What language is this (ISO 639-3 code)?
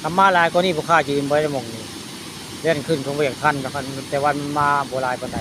tts